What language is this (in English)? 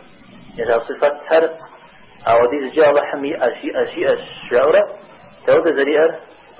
Kabardian